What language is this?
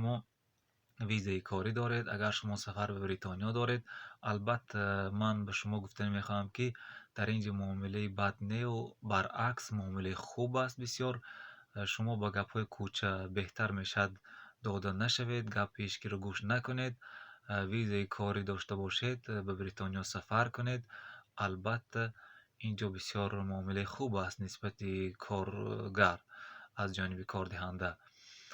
Tajik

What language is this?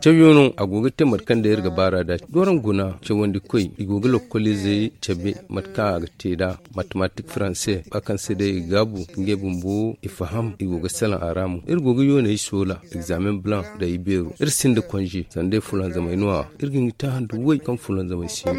Zarma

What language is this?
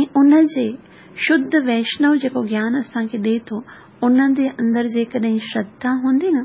Sindhi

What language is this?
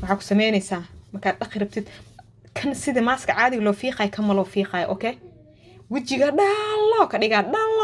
Somali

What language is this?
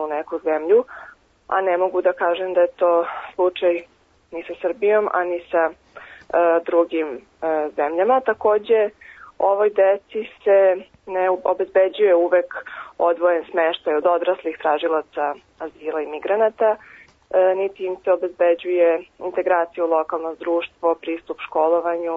Serbian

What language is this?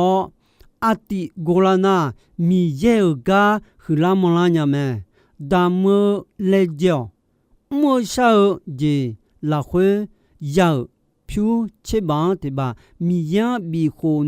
Akha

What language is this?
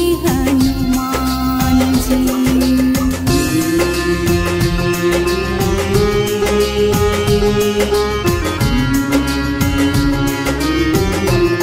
Hindi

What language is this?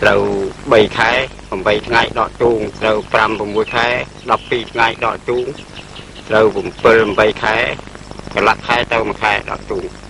Khmer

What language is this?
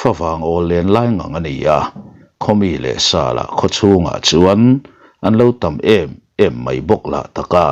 Mizo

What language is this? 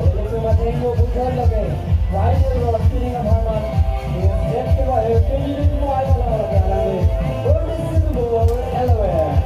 Karbi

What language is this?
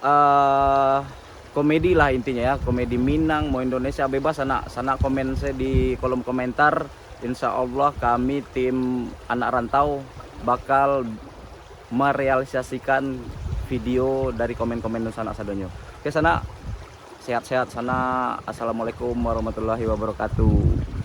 Minangkabau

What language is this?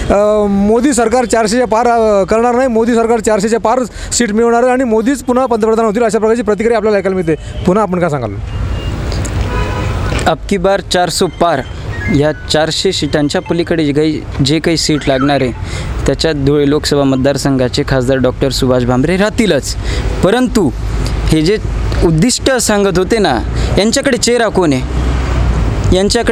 Marathi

